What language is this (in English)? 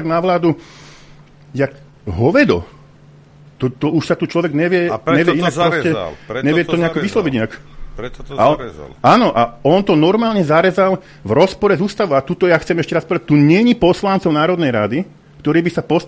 Slovak